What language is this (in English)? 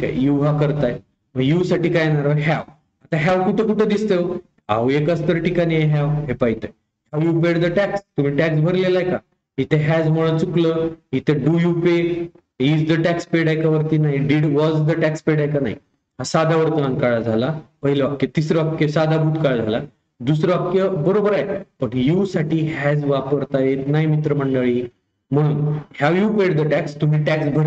Marathi